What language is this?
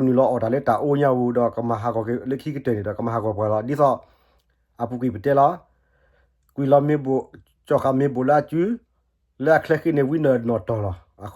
S'gaw Karen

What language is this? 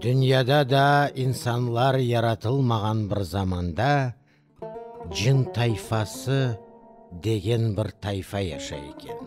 Crimean Tatar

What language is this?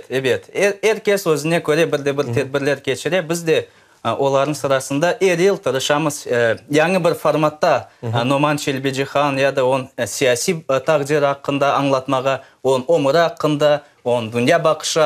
Crimean Tatar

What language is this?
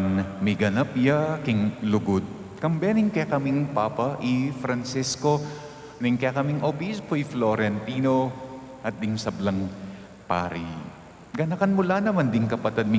Pampanga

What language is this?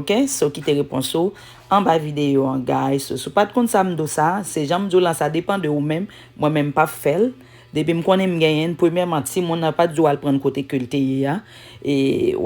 Haitian Creole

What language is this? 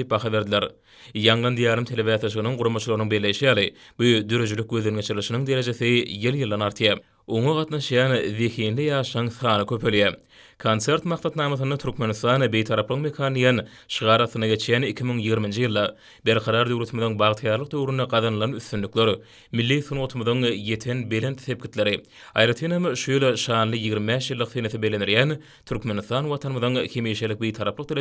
Turkmen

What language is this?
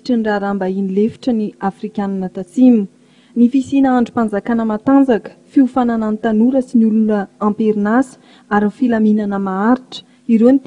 Malagasy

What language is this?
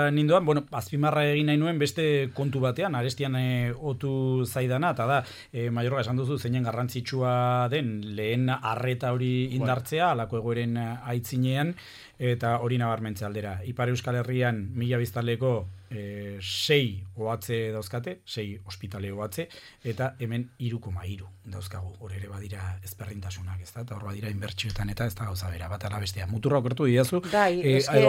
Basque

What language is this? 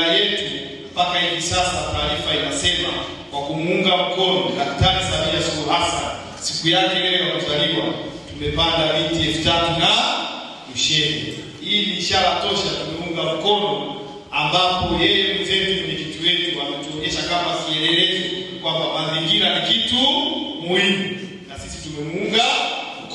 Swahili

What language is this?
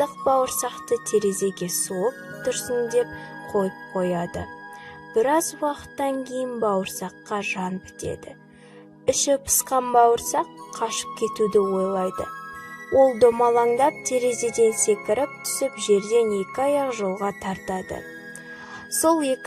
Kazakh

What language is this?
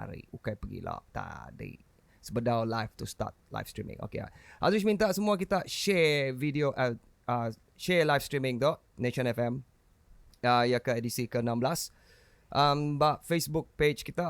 Iban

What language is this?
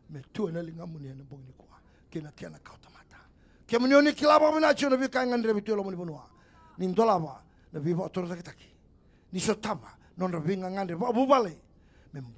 Fijian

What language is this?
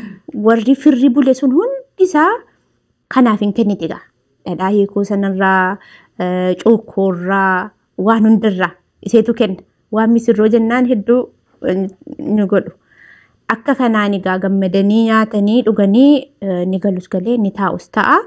Oromo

